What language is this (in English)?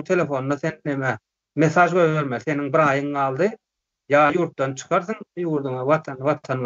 Turkmen